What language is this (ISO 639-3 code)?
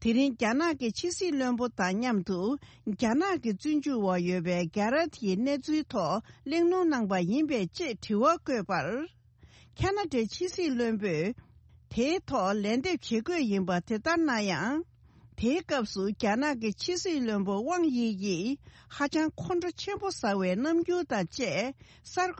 bod